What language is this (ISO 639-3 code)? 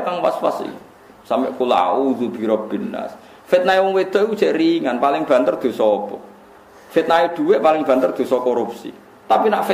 jav